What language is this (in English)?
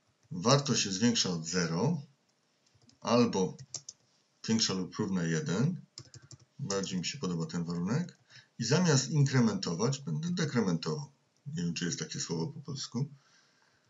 Polish